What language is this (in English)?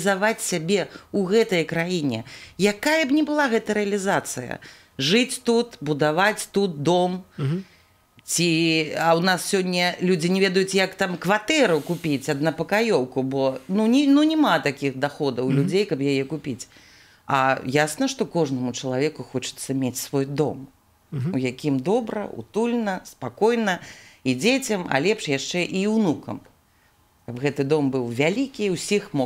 Belarusian